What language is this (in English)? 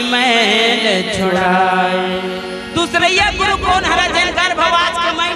Chhattisgarhi